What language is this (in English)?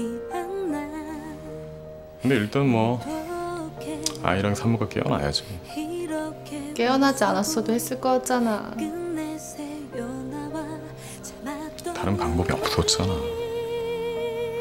Korean